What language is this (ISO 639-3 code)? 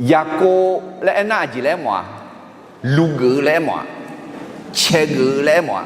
ahk